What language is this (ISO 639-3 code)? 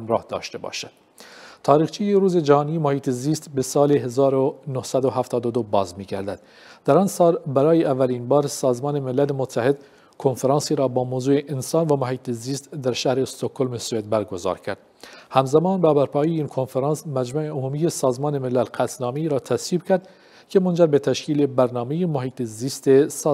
fas